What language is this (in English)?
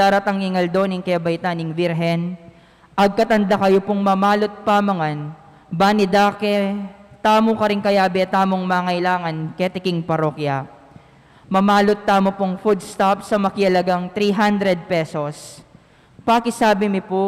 Pampanga